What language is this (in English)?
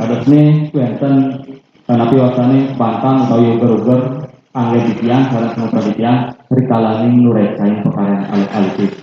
Balinese